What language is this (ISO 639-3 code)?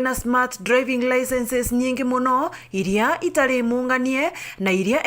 mer